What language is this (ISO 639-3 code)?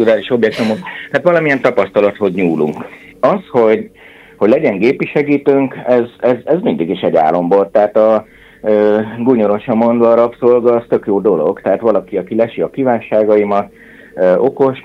hun